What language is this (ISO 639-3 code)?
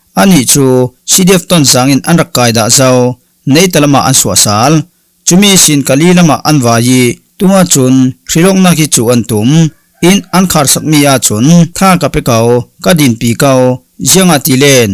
cfm